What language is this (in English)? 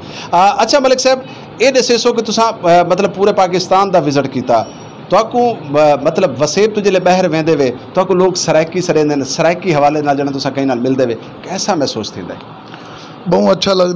Saraiki